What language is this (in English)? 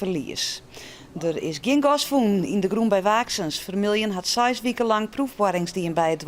Western Frisian